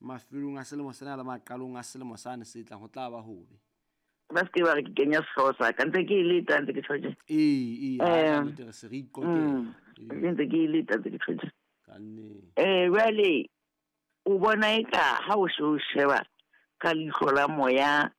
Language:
Southern Sotho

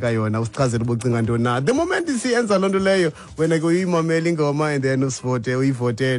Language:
Xhosa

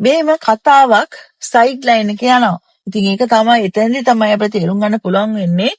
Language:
Sinhala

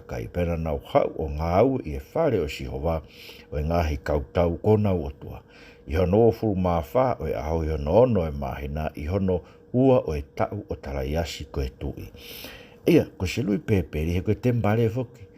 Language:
Tongan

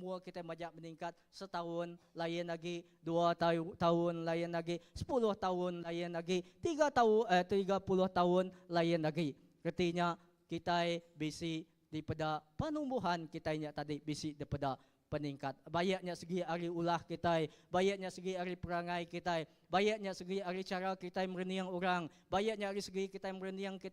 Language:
Iban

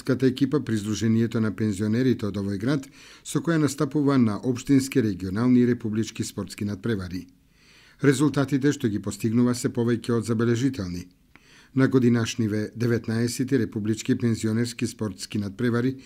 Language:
Macedonian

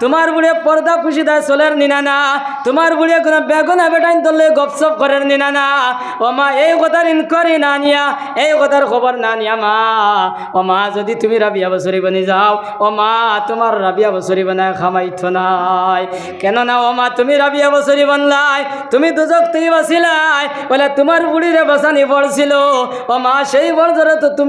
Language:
Sylheti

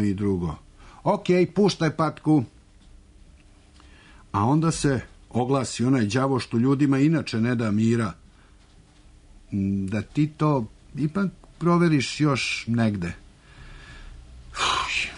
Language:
Serbian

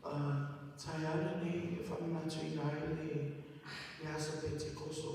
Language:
Samoan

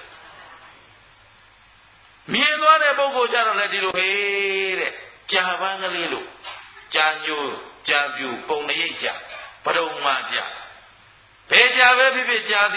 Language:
Burmese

